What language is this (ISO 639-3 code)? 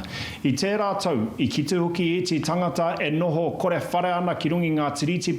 mri